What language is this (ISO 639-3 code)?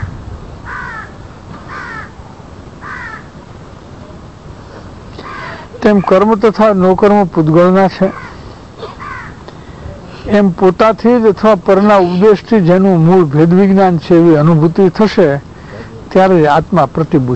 guj